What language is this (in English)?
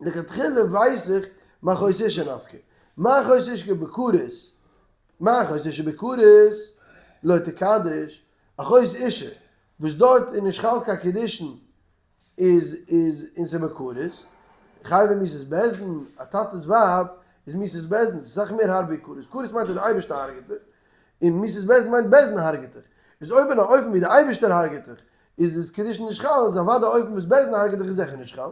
Yiddish